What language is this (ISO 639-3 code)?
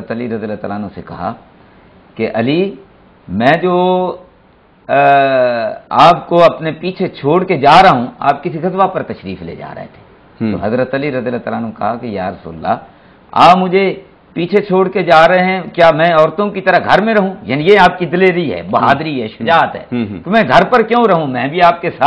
urd